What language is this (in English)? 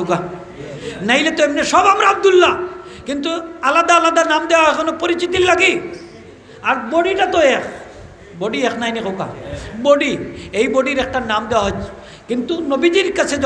Sylheti